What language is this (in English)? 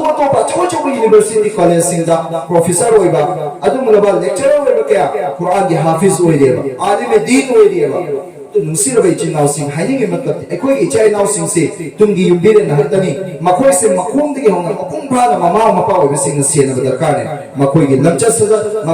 Manipuri